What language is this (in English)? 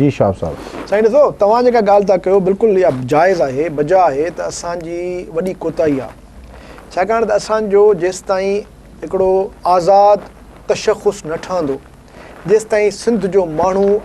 Sindhi